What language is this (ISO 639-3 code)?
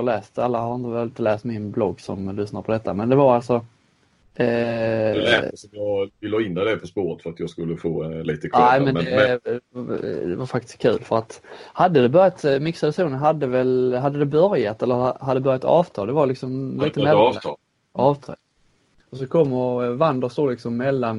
swe